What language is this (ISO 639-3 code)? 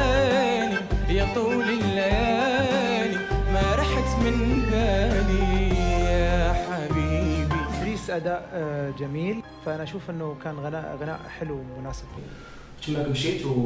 ary